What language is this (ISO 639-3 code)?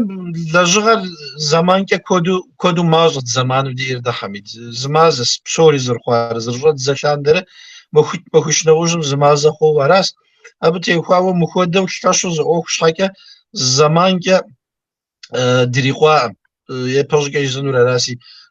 kbd